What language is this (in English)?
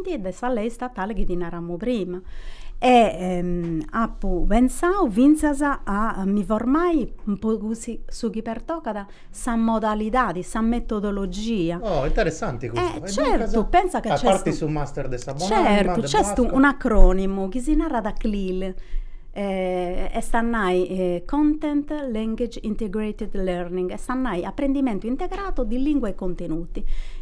Sardinian